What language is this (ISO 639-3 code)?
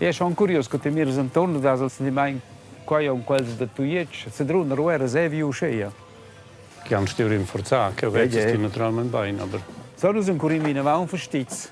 roh